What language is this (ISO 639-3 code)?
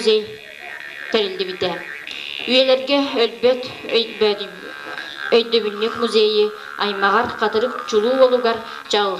sah